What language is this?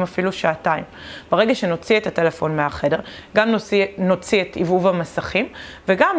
Hebrew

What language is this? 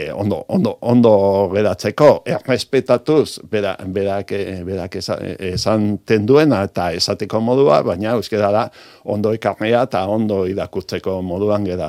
Basque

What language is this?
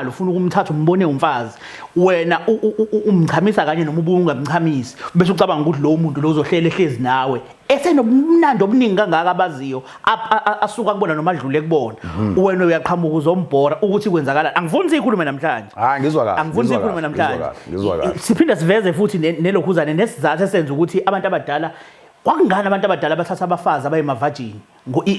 Zulu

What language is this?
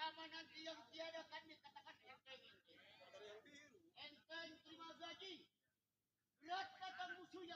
Betawi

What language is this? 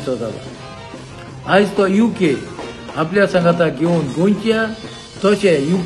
Konkani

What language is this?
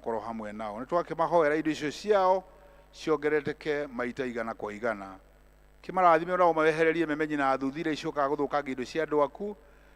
Kikuyu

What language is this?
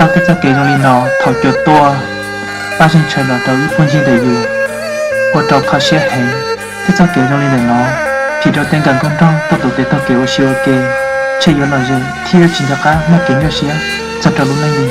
Hmong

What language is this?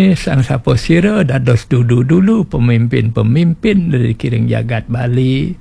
Balinese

